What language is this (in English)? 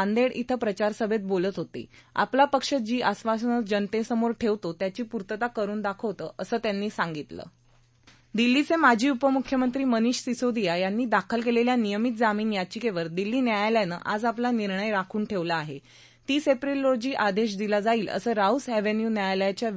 Marathi